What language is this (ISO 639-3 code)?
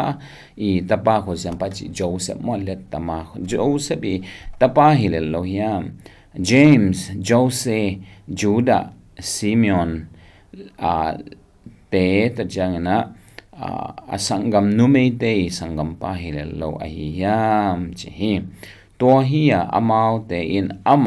ctd